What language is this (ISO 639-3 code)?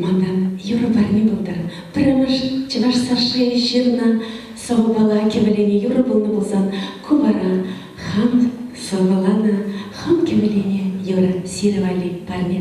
chv